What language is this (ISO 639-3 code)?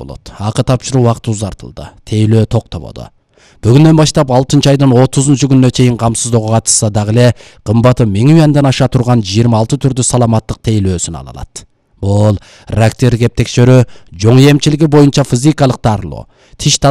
kir